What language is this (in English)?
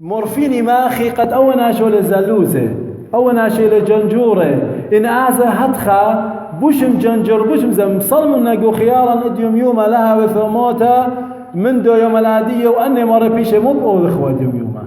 Assyrian Neo-Aramaic